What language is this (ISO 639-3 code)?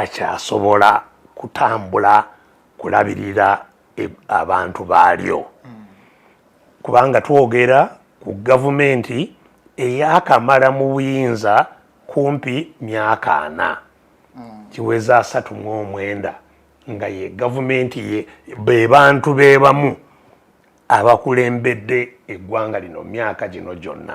lug